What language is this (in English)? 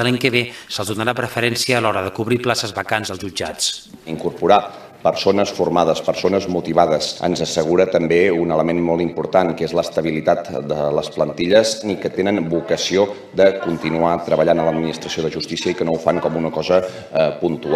Catalan